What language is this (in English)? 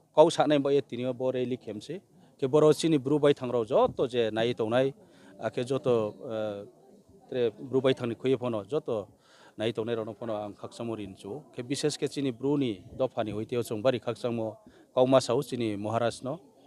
Riang (India)